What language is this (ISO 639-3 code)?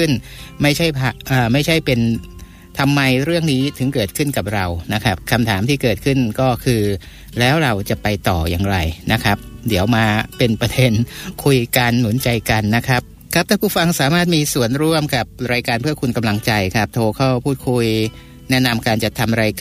tha